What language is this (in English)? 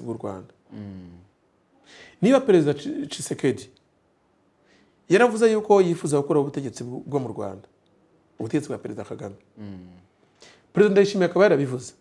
Kinyarwanda